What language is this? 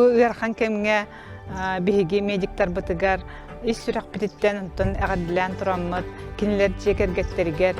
Yakut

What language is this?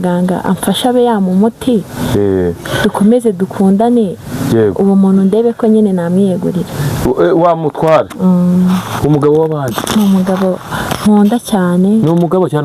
Kinyarwanda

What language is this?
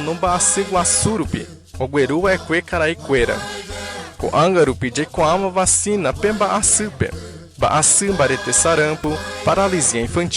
Guarani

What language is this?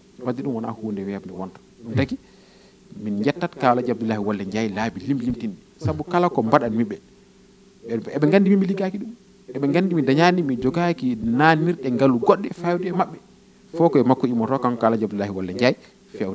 Fula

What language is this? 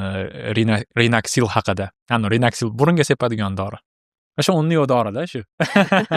Uzbek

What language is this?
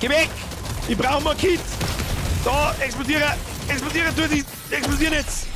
Bavarian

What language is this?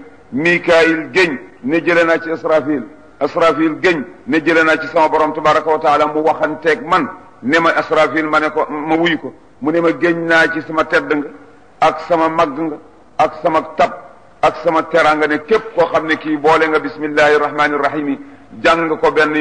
Wolof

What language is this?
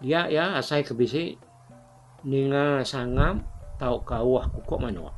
Iban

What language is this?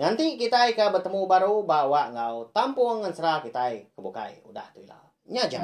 Iban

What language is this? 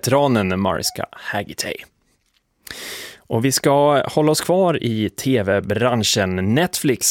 Swedish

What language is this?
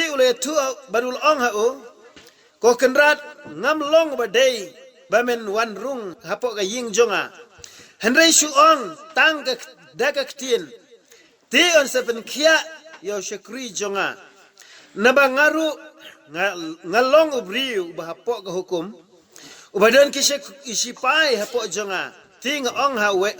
Khasi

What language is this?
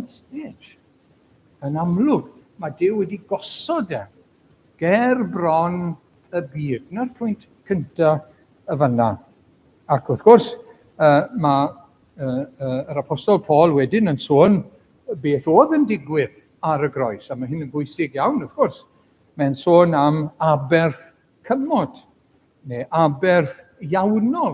Welsh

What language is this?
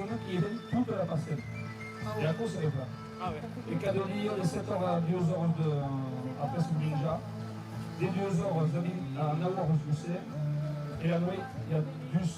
Occitan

